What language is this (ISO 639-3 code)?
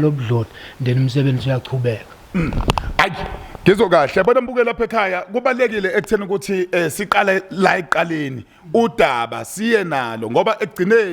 zul